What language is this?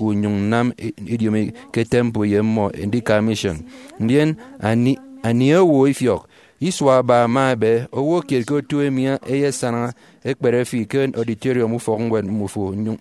Efik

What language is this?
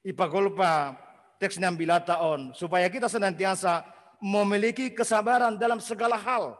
Batak Simalungun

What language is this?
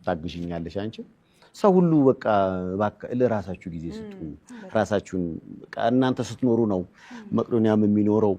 Amharic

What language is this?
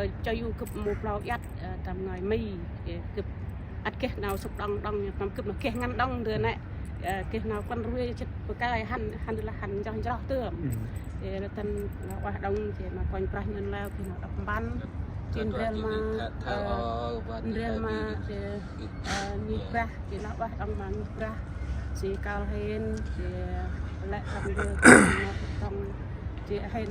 Central Mnong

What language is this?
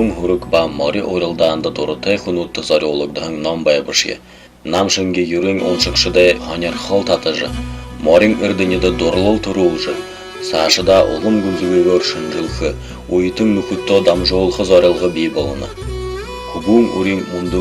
Buriat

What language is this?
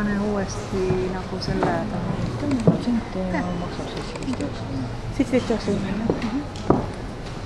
Estonian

